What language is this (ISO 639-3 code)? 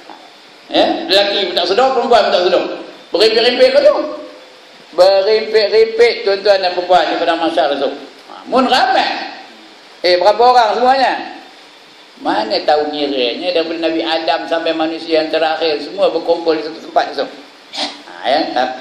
msa